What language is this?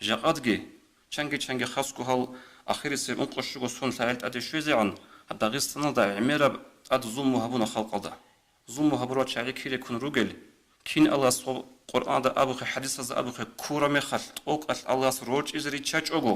Avaric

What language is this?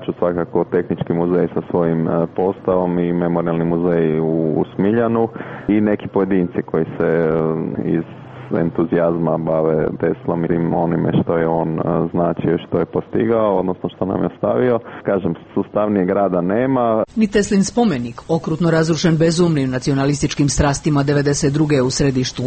Croatian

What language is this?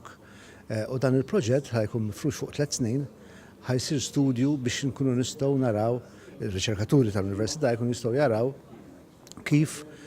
Maltese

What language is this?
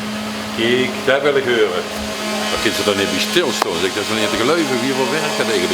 Limburgish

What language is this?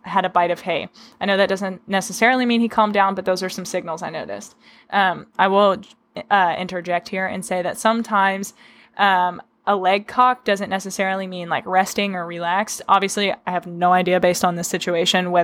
English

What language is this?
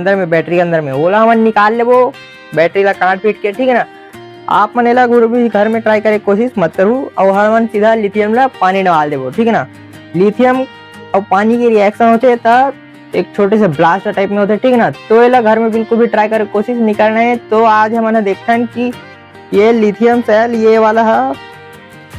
Chhattisgarhi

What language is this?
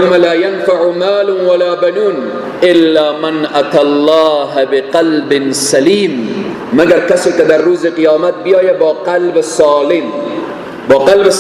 Persian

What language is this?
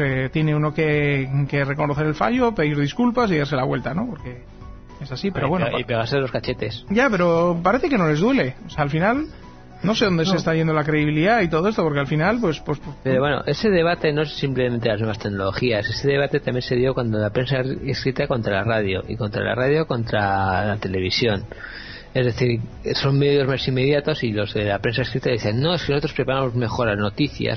Spanish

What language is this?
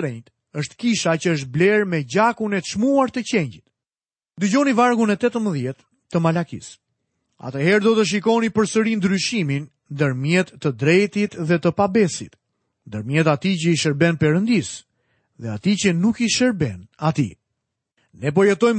Albanian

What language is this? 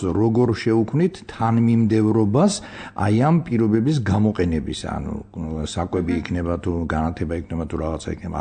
Georgian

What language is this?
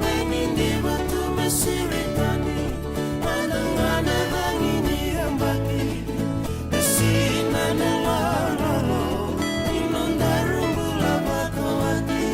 Fijian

